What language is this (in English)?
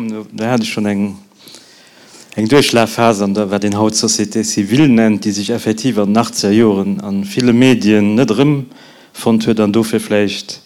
Luxembourgish